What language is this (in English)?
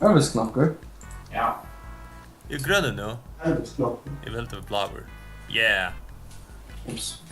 Faroese